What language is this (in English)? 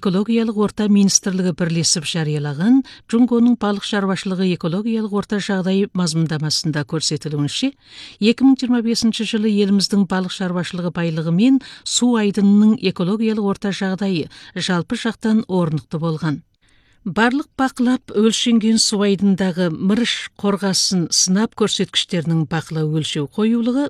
Kazakh